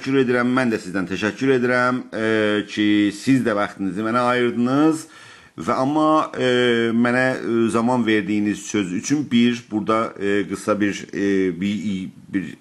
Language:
South Azerbaijani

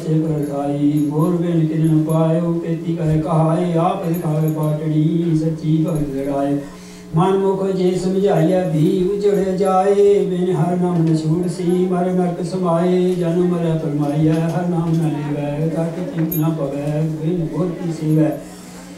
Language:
Punjabi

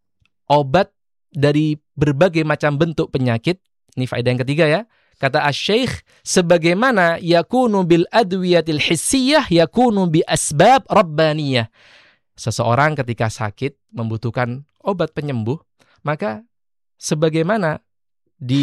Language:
Indonesian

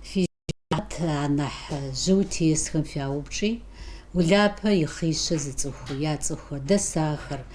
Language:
Kabardian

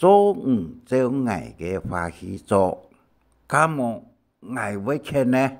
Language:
Hakka Chinese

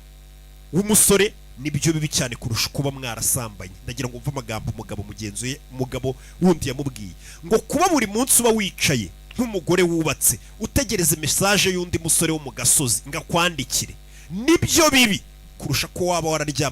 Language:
Kinyarwanda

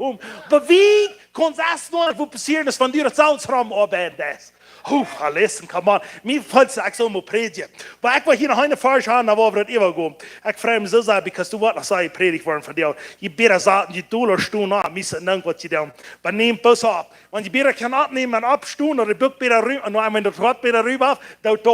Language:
Plautdietsch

